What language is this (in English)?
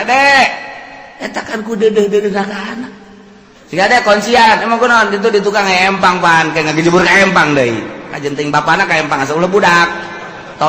Sundanese